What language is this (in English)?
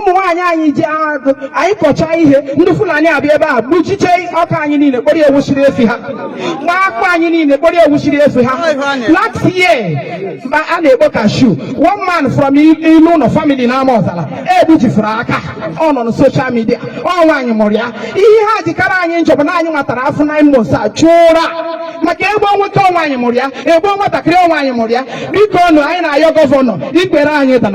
Igbo